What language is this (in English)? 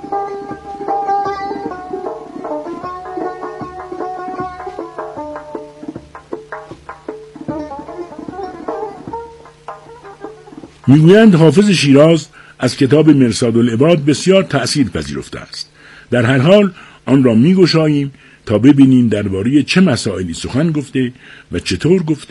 Persian